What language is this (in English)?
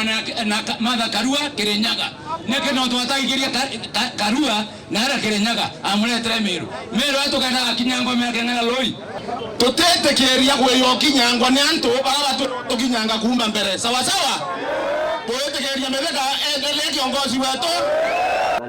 Meru